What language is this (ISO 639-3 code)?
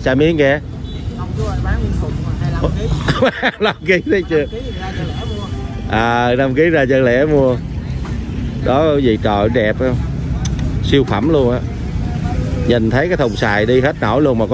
vie